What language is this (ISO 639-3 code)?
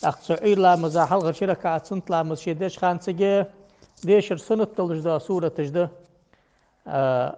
inh